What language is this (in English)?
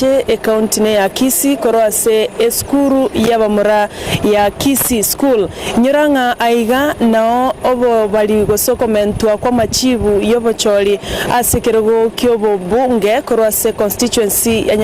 Gusii